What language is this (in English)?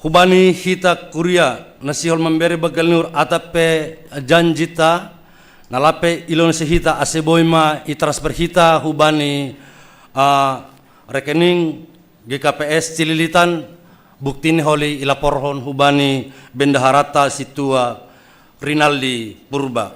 Batak Simalungun